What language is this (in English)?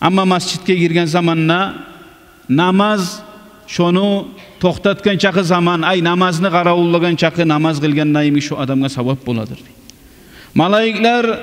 Kumyk